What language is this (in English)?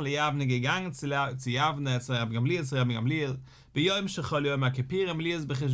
Yiddish